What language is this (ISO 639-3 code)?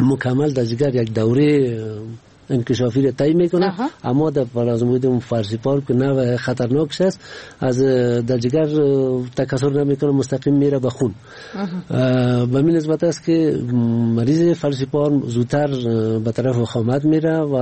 fas